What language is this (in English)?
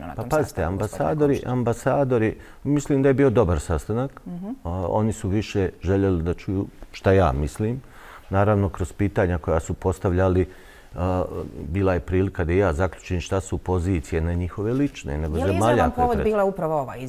Bosnian